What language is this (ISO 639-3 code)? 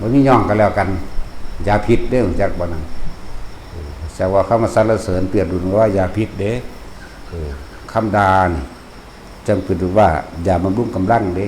tts